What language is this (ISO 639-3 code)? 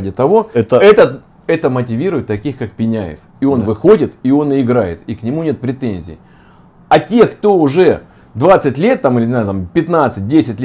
rus